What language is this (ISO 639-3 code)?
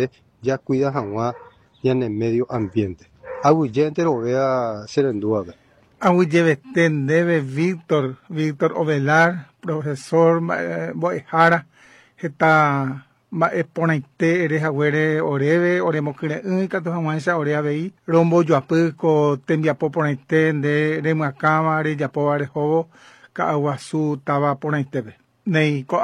grn